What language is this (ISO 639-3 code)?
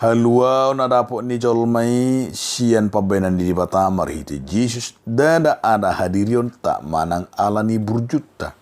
bbc